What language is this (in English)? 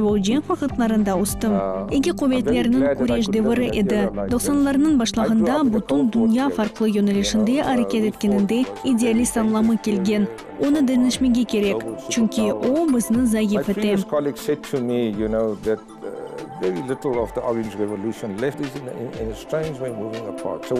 Crimean Tatar